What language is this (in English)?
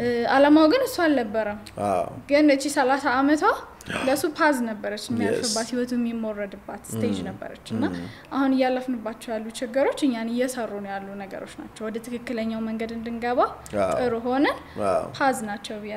Amharic